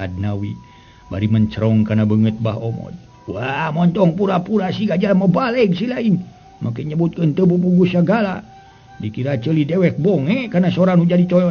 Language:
Sundanese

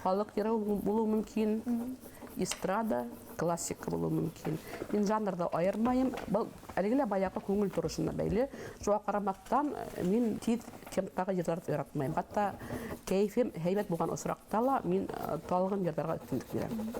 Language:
Bashkir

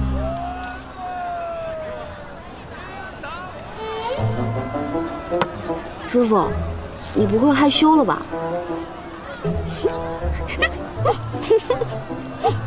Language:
Chinese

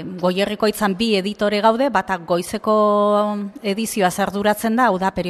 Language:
Basque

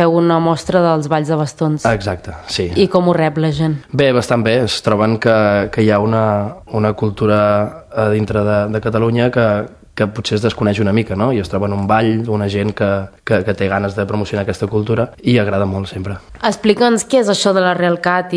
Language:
Catalan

